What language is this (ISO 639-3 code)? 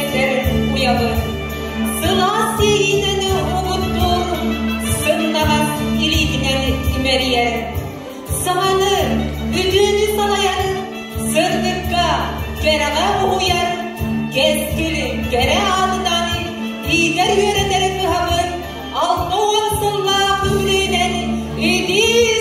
sah